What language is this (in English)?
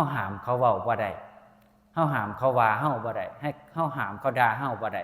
Northeastern Thai